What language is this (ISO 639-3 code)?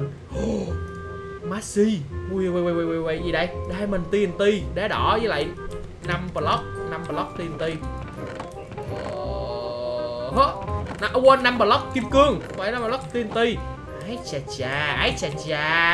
vie